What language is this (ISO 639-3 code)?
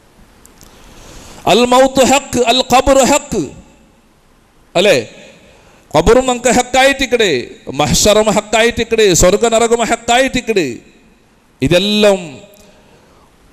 mal